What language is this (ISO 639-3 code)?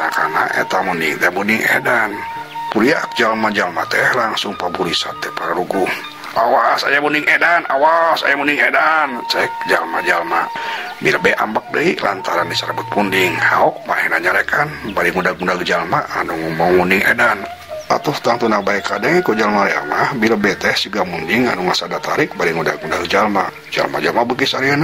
sun